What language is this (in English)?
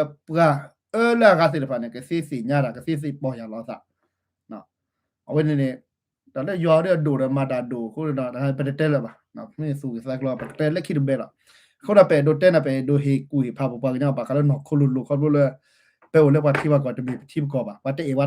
S'gaw Karen